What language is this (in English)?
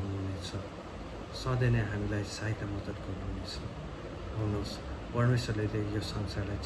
Nepali